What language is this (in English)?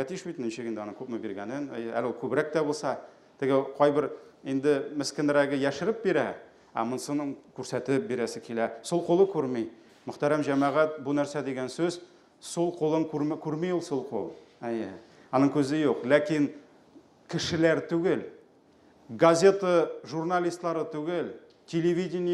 Tatar